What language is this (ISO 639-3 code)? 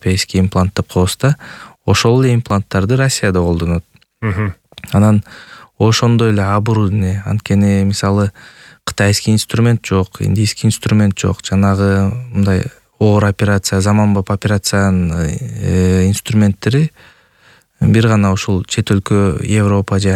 kir